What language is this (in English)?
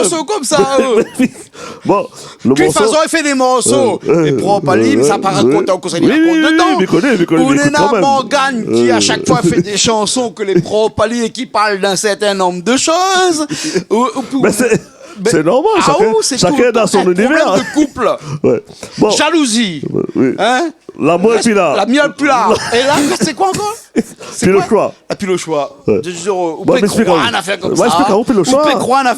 Réunion Creole French